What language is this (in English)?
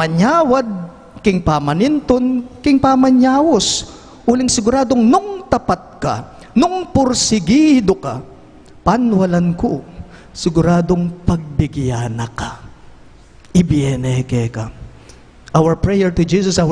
Pampanga